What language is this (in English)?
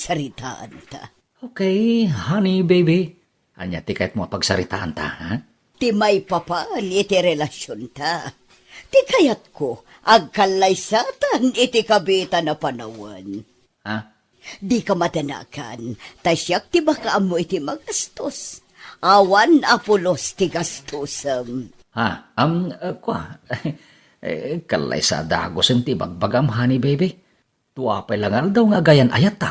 Iloko